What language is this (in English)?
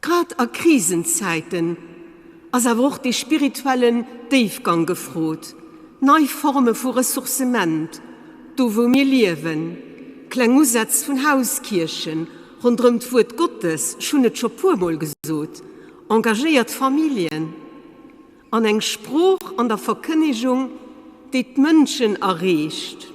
Luxembourgish